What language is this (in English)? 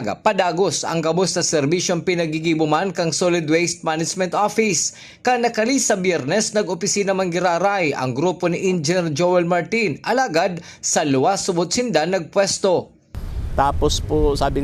Bikol